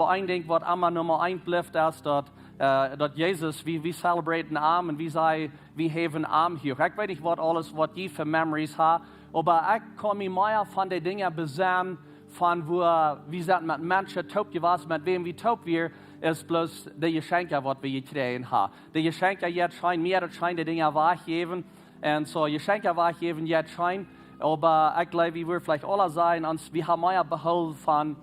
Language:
Plautdietsch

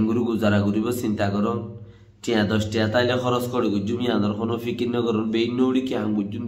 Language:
Rohingya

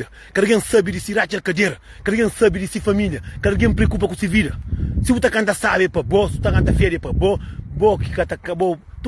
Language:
Kabuverdianu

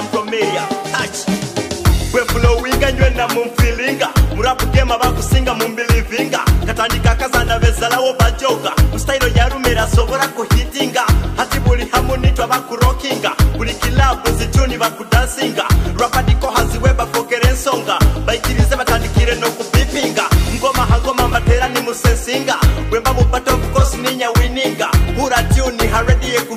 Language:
Nyoro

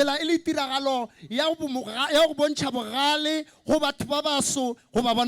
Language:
Northern Sotho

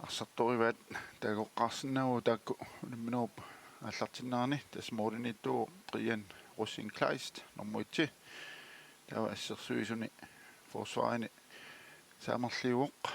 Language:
Kalaallisut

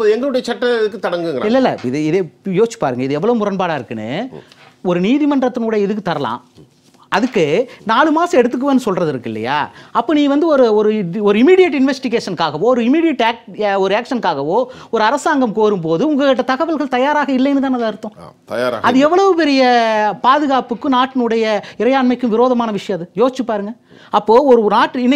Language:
Tamil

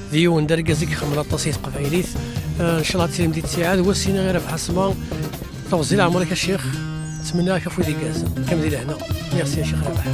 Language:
Kabyle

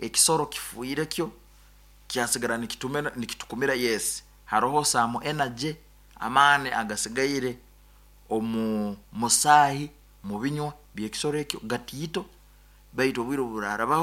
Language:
Nyoro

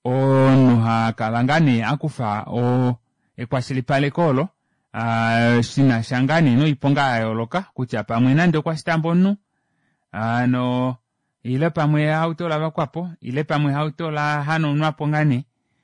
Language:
Kuanyama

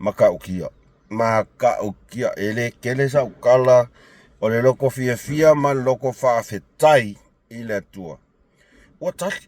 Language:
Samoan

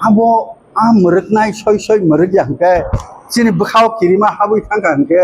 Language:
Kok Borok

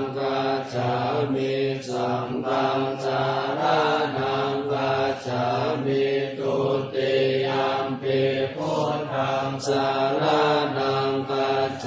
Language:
Pali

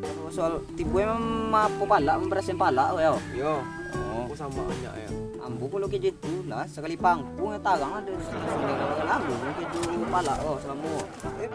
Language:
Minangkabau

